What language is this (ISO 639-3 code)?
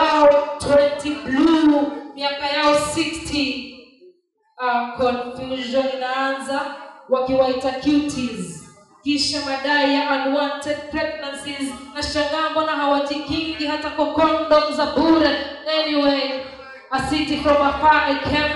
swa